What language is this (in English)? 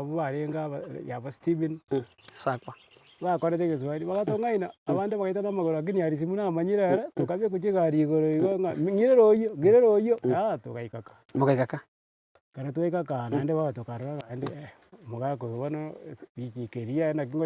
Gusii